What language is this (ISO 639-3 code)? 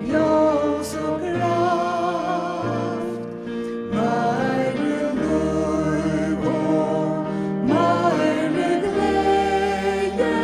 fao